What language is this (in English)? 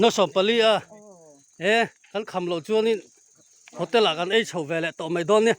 Mizo